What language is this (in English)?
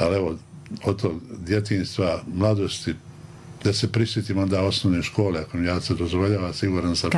Bosnian